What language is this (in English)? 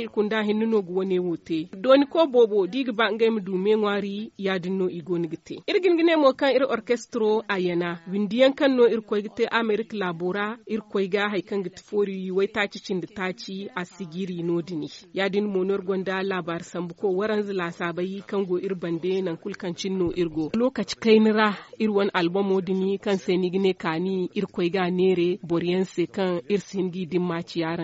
Zarma